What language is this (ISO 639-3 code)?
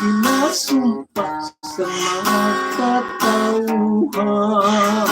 hil